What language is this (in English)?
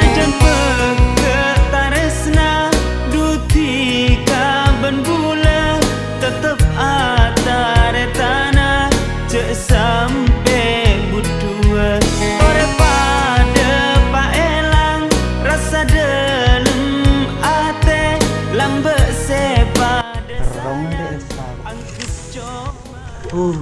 Madurese